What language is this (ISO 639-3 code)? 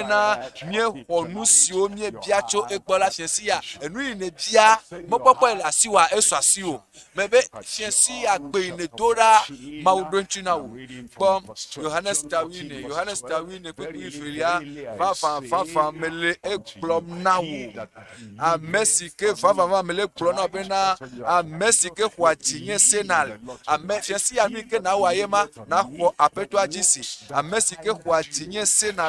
ewe